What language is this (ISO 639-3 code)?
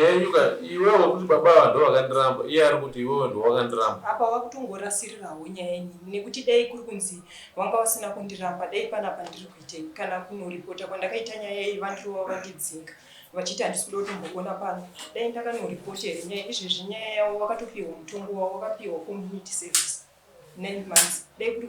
sna